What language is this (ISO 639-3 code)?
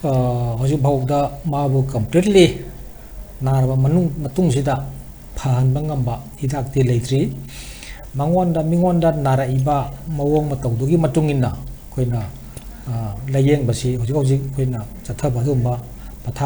mni